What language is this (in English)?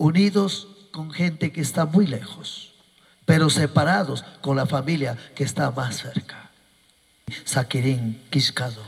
Chimborazo Highland Quichua